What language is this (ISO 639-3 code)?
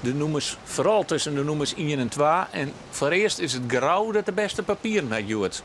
fry